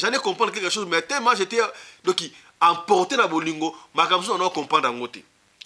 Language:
Lingala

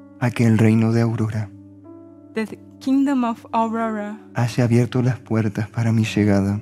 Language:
Spanish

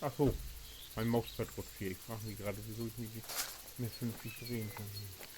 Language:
Low German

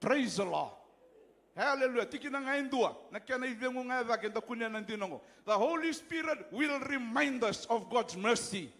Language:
Fijian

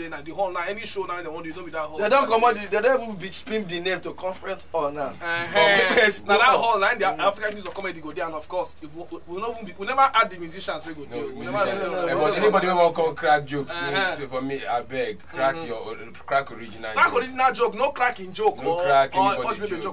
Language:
Nigerian Pidgin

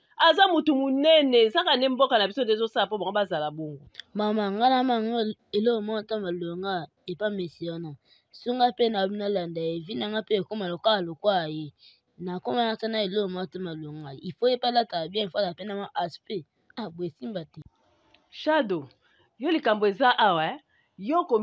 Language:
Lingala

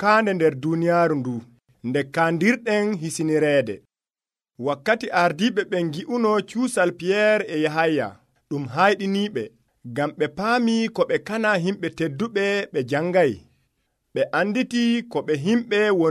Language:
Nigerian Fulfulde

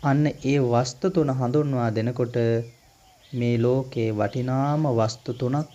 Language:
Sinhala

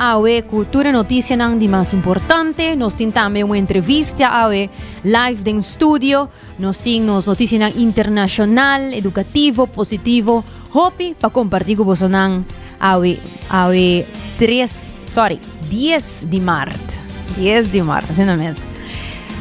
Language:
Papiamento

